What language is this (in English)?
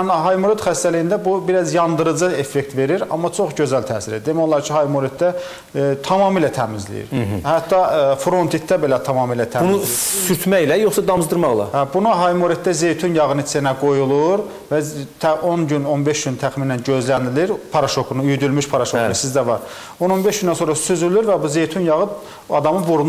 Azerbaijani